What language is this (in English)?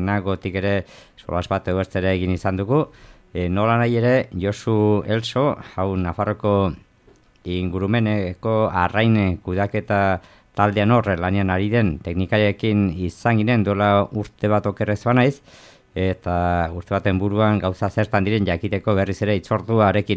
Basque